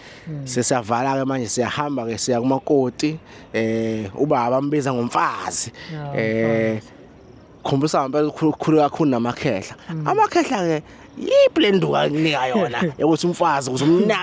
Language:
Zulu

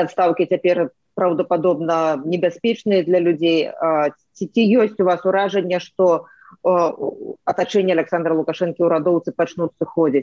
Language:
Belarusian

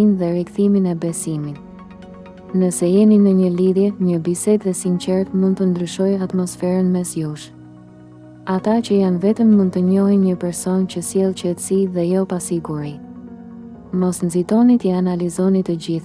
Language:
Albanian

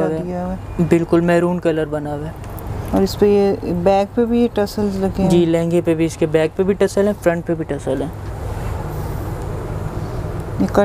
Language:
Hindi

